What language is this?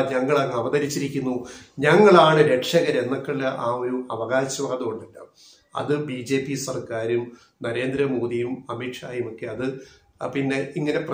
Malayalam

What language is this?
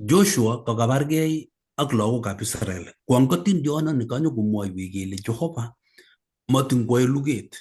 Kalenjin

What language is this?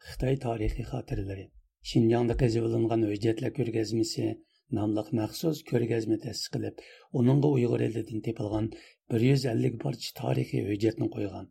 Uyghur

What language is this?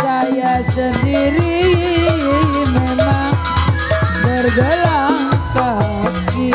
Betawi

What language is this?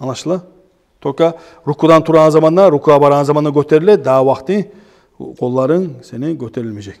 Kumyk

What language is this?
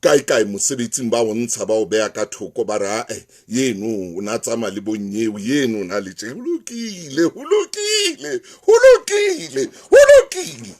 Southern Sotho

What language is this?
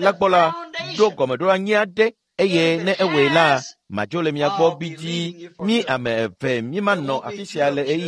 Ewe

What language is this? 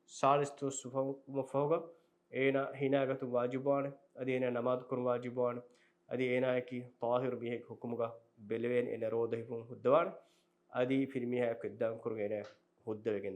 Divehi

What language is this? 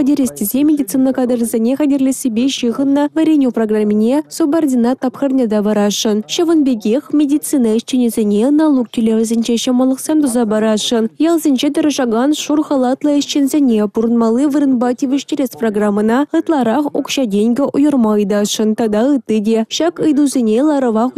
Chuvash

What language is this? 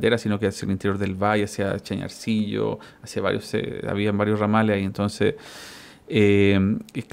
Spanish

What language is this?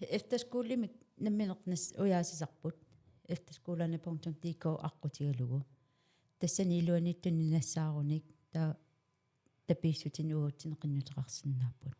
Kalaallisut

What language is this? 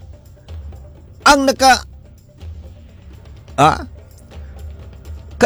Filipino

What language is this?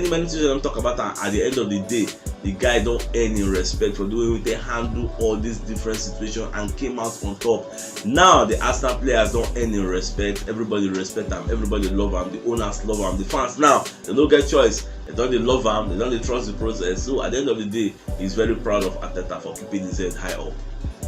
Nigerian Pidgin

